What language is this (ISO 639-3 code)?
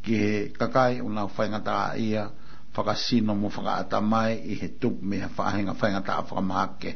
ton